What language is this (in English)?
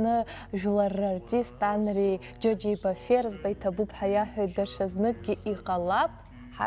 Abkhazian